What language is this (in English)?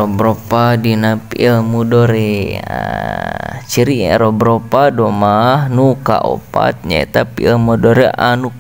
Sundanese